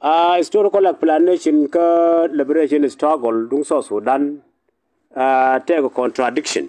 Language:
Nuer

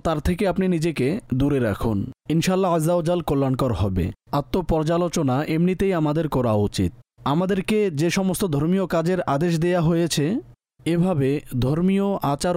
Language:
Bangla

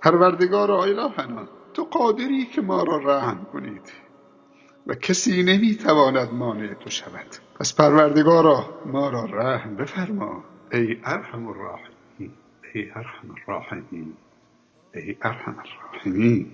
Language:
Persian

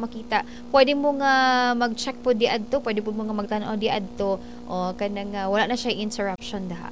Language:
Cebuano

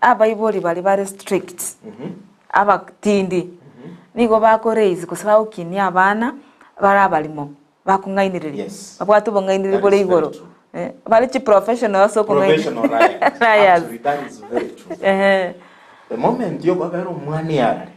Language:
Gusii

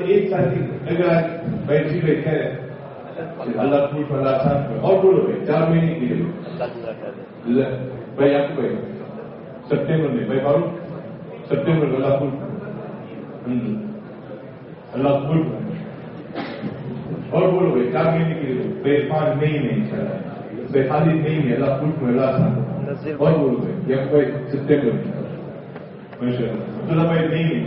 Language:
Urdu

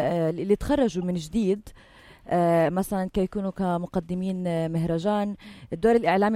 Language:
North Levantine Arabic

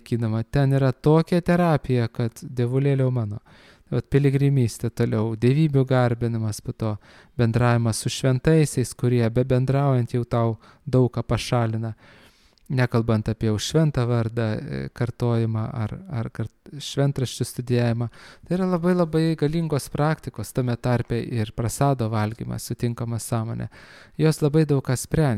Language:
Lithuanian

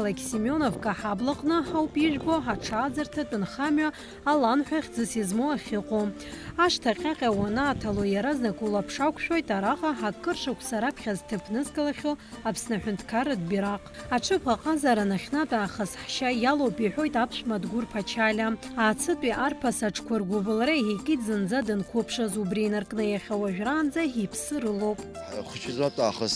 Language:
Abkhazian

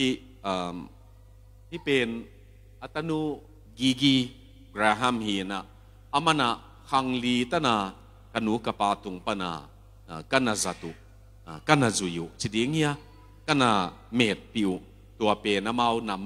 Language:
Tedim Chin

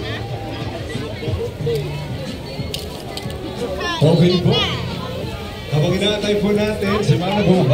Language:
Filipino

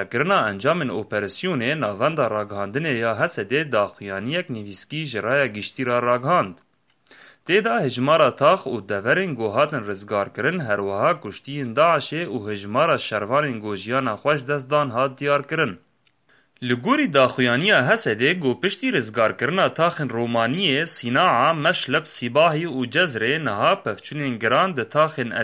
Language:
Kurdish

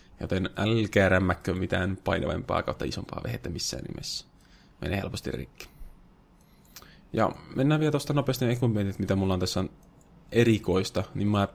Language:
Finnish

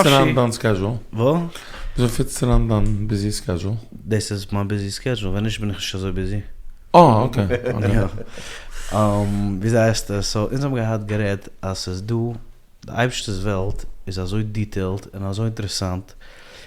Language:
Yiddish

